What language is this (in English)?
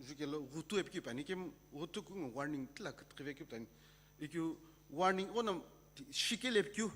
Sumi Naga